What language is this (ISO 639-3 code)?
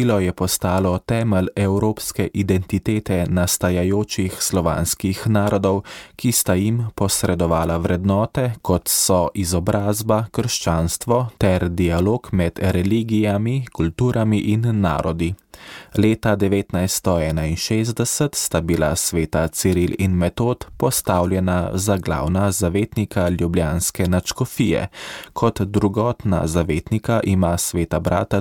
slv